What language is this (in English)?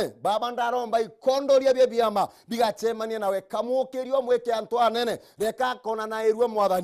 Meru